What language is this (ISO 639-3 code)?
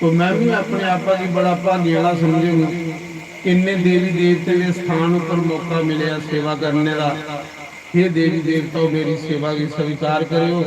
doi